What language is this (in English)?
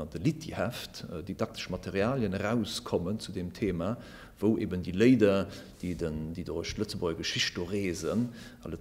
Luxembourgish